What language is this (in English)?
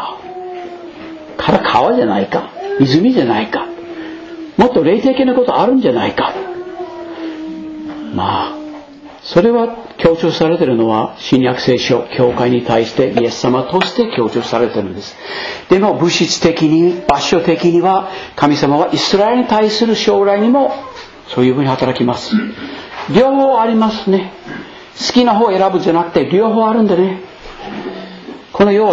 Japanese